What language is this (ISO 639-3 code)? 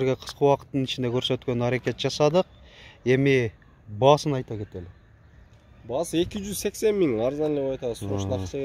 kir